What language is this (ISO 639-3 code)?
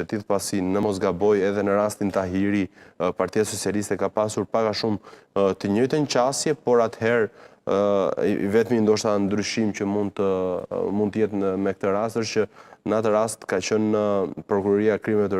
sqi